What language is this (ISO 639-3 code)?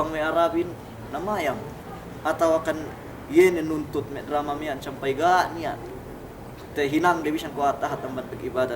yka